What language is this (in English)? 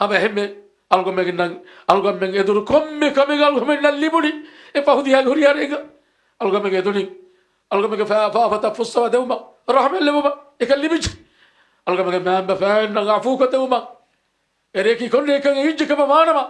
Divehi